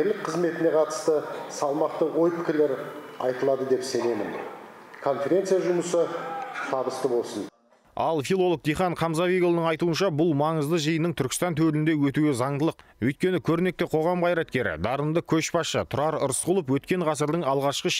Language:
Kazakh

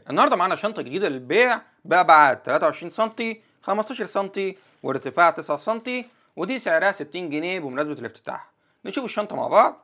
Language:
Egyptian Arabic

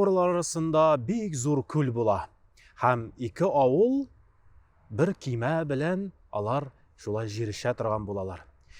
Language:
Tatar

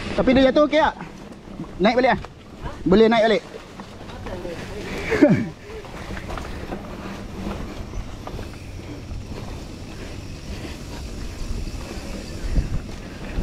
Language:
Malay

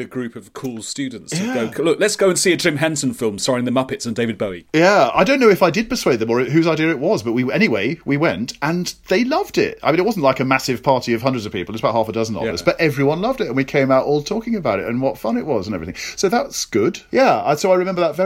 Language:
English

